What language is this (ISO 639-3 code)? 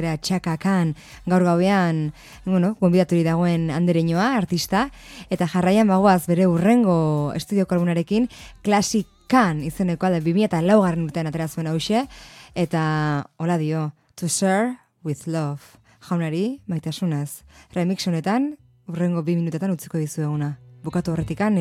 eus